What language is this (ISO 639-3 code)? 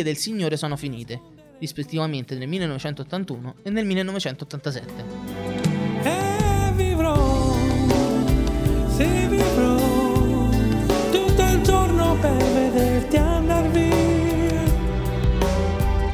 ita